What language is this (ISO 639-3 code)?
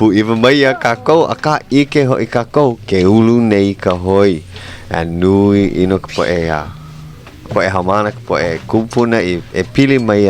haw